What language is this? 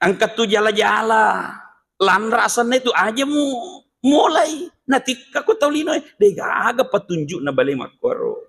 Buginese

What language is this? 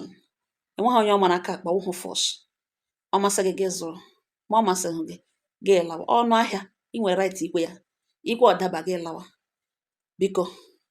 Igbo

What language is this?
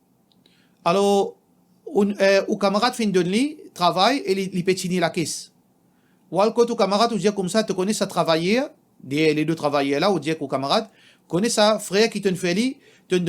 Morisyen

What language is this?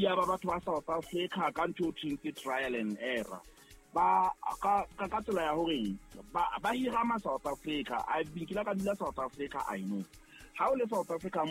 Southern Sotho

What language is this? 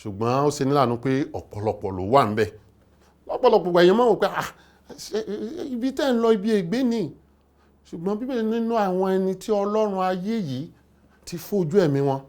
Yoruba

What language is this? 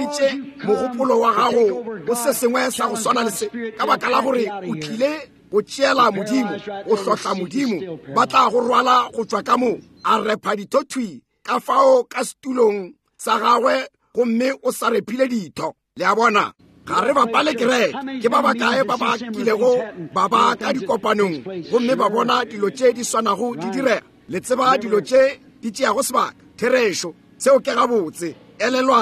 Northern Sotho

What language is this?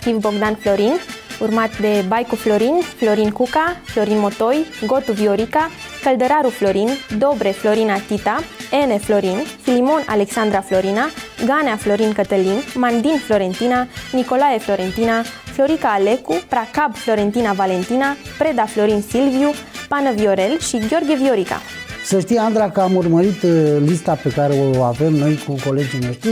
Romanian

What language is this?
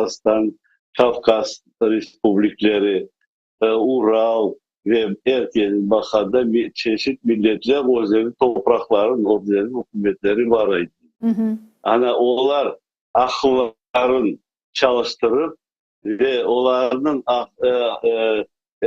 Crimean Tatar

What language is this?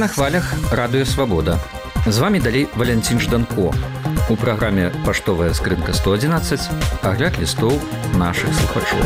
Belarusian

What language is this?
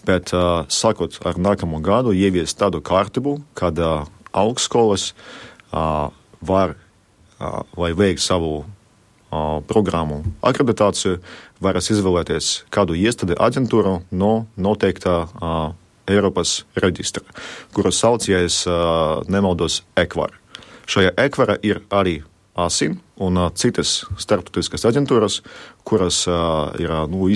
Latvian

